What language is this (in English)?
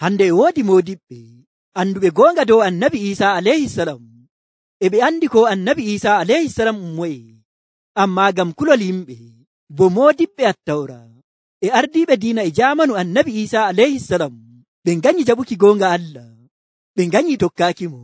Nigerian Fulfulde